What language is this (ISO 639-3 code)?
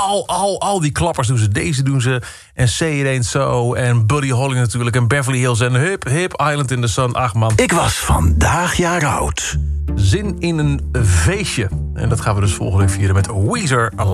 nld